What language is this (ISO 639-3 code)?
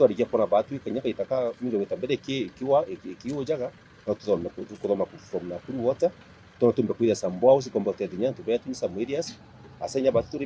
mer